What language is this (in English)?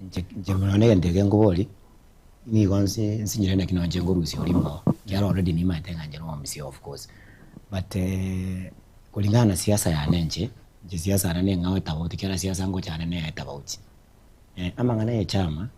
Gusii